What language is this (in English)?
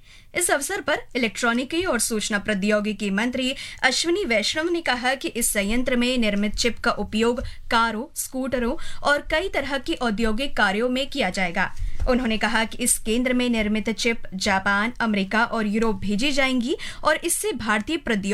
Hindi